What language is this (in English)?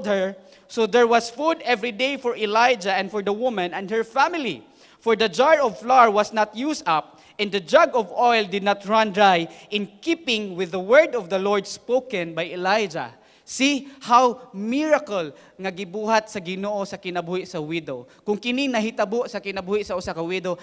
Cebuano